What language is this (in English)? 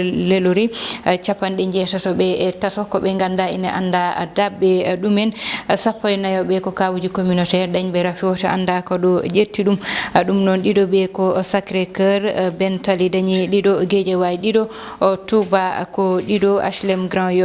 Fula